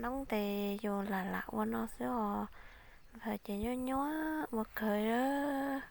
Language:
Hmong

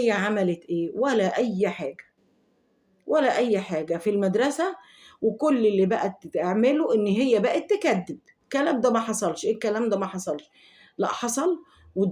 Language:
Egyptian Arabic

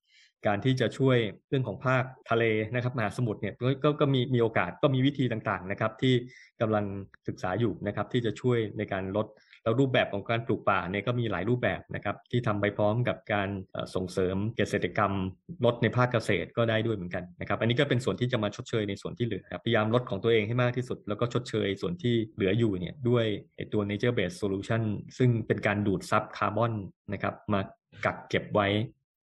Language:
Thai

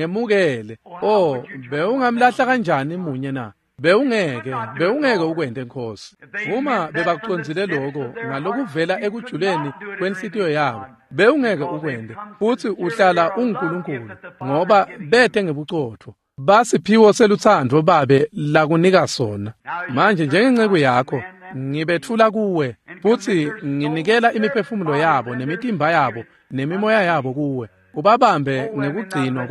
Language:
Swati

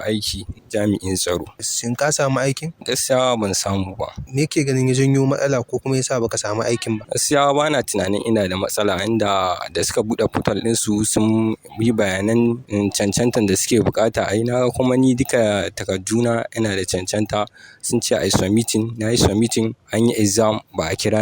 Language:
Hausa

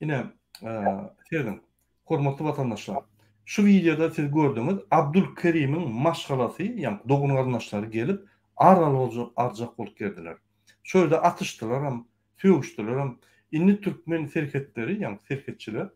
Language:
Turkmen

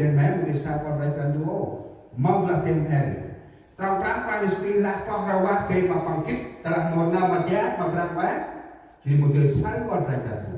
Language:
Central Mnong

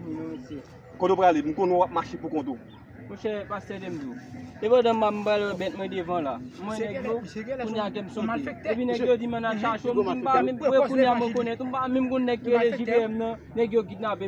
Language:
Haitian Creole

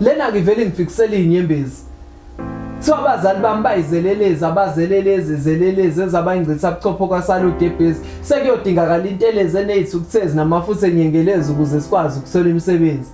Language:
Zulu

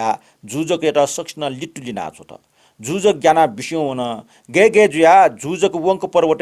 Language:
Newari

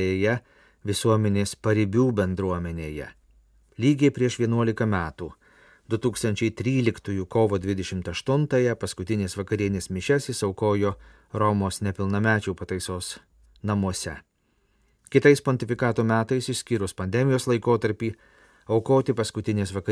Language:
Lithuanian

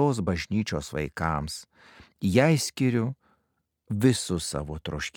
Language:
Lithuanian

